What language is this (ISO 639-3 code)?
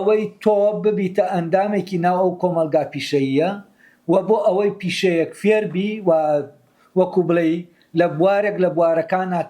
ckb